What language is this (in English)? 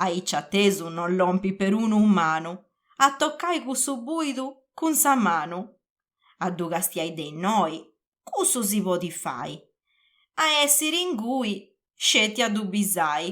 Sardinian